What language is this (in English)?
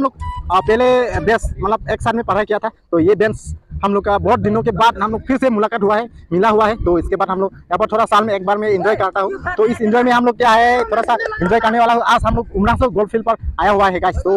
Karbi